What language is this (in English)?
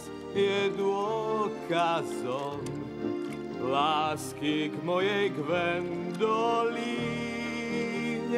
Slovak